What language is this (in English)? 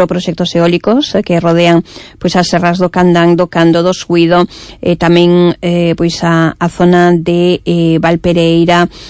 Galician